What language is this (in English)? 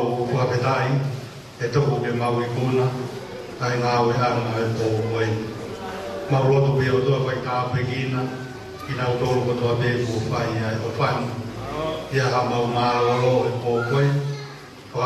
Tongan